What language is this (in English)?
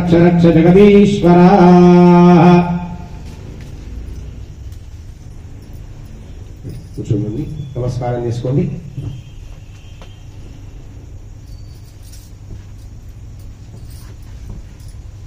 Telugu